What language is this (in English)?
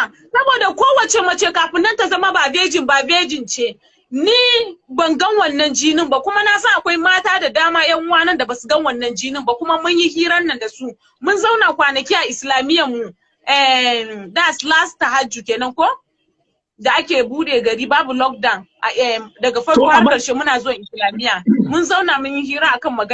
Hausa